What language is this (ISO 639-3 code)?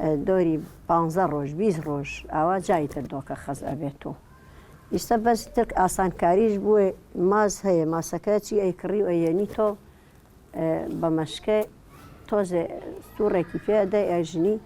ckb